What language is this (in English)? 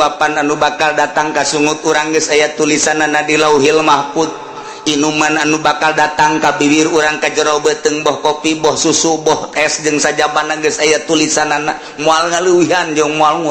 Sundanese